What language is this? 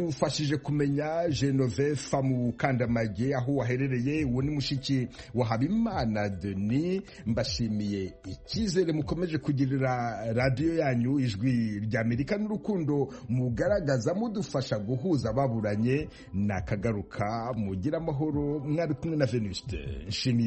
Kinyarwanda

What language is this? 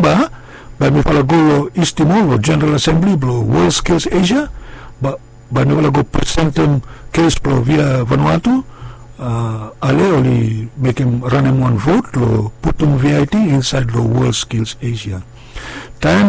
Bislama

